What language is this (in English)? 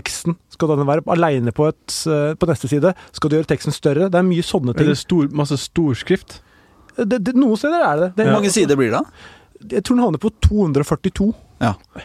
Norwegian